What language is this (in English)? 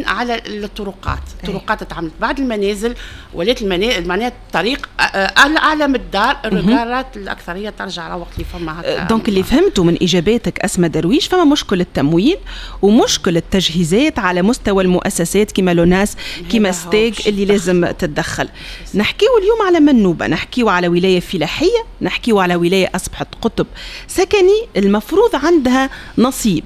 Tunisian Arabic